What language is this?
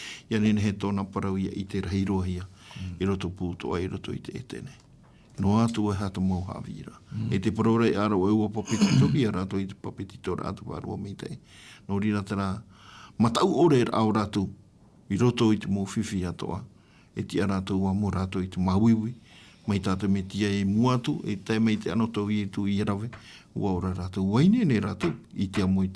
Tahitian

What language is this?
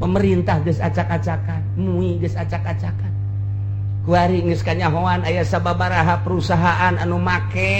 Sundanese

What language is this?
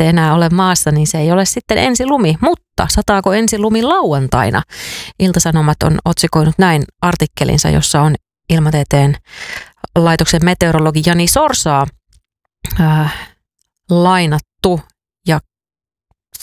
Finnish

